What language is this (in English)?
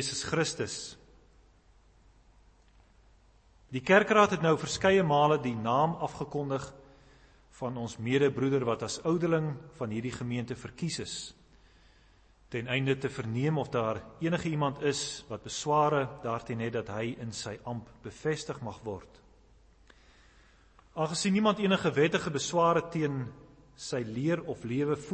Afrikaans